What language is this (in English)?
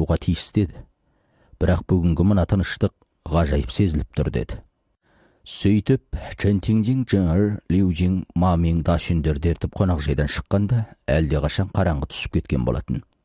Kazakh